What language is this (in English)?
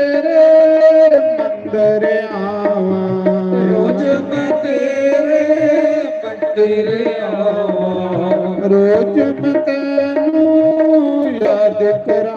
Dogri